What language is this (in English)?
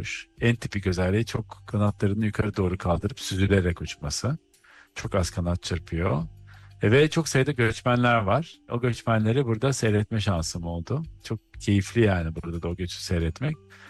Turkish